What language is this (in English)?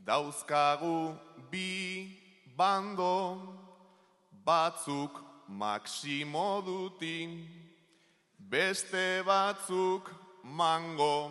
Basque